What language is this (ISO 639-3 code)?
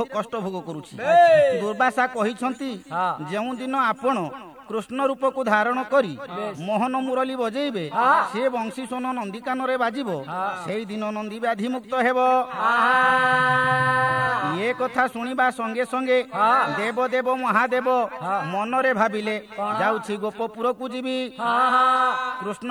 ori